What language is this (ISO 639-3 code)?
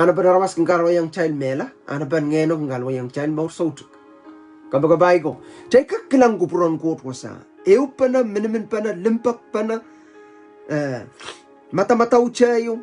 pon